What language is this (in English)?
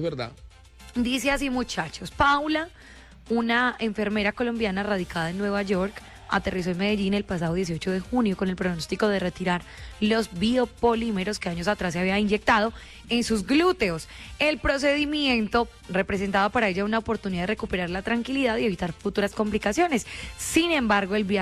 Spanish